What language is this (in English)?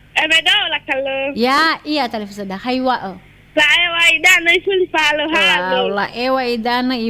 Nias